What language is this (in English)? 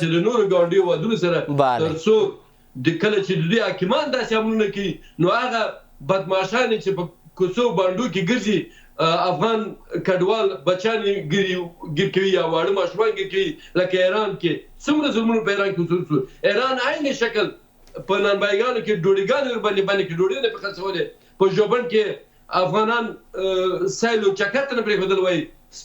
Pashto